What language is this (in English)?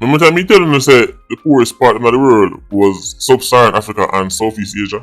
Jamaican Creole English